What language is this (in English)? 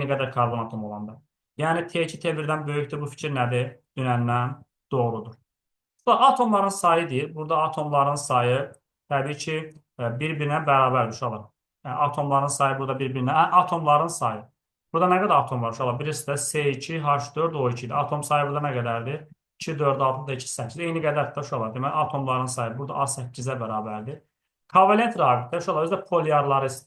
Azerbaijani